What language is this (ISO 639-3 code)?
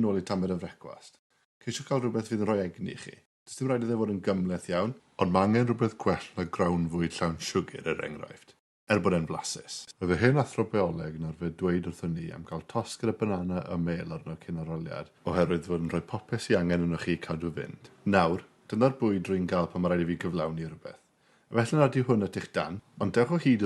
cym